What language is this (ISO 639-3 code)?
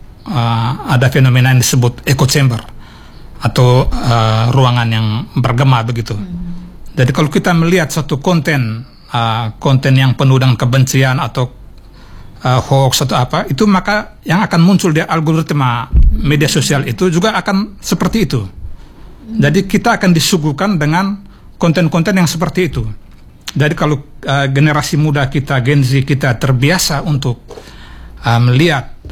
ind